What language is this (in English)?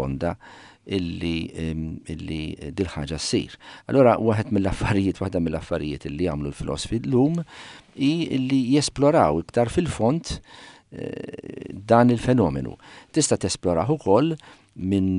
Maltese